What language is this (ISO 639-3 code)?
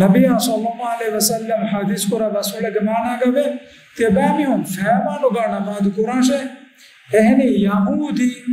div